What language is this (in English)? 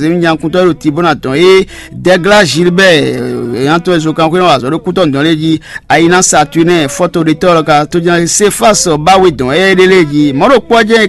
Fon